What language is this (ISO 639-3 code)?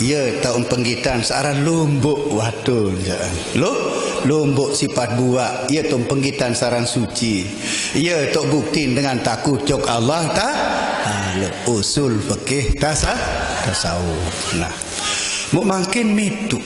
sas